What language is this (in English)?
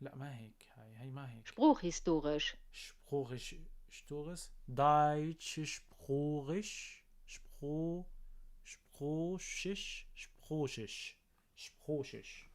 North Levantine Arabic